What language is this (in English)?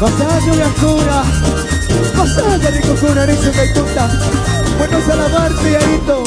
Chimborazo Highland Quichua